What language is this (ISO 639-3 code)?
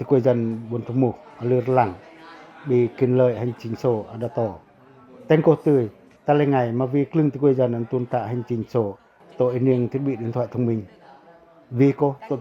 pac